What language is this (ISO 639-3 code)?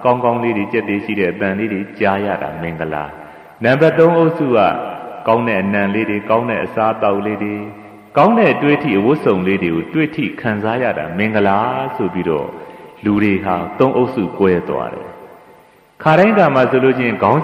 mya